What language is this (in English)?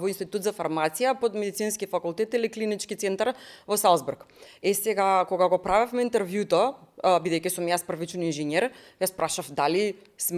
Macedonian